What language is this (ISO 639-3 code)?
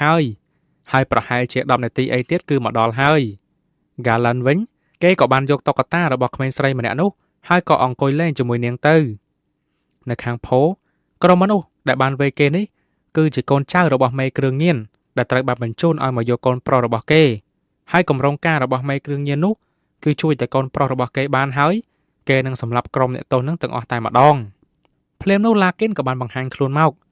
khm